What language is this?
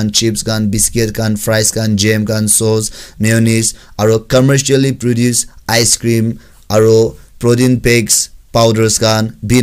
Naga Pidgin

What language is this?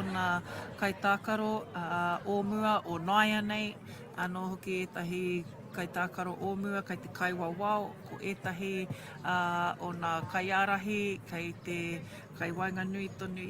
Māori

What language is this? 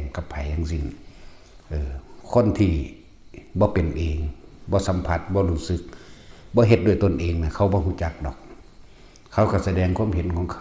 Lao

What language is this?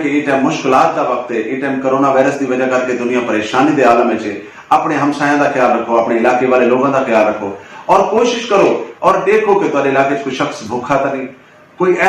Saraiki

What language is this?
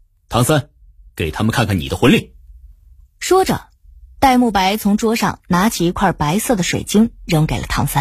Chinese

